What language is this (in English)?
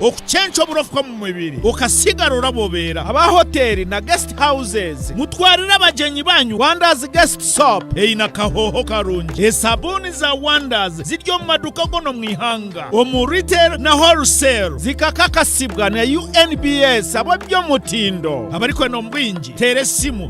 Tooro